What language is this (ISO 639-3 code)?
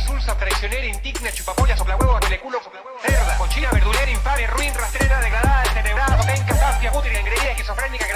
spa